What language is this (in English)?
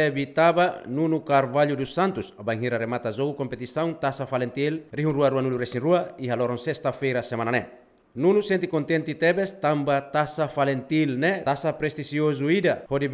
Tetum